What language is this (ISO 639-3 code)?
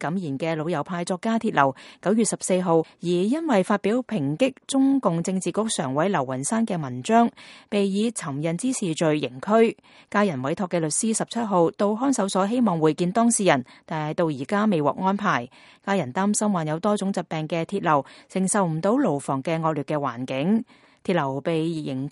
yue